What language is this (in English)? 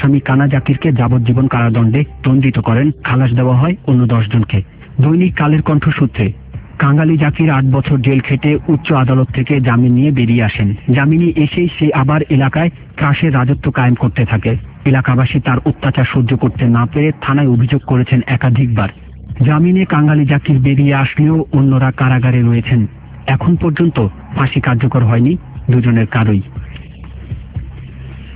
Bangla